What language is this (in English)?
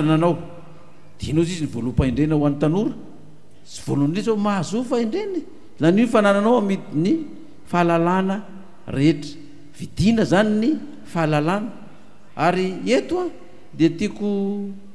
Malagasy